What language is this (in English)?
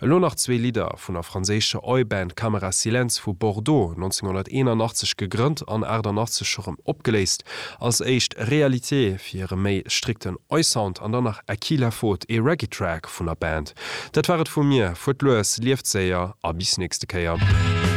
Luxembourgish